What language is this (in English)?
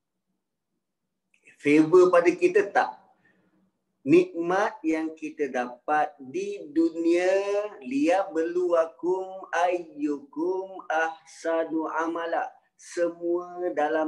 Malay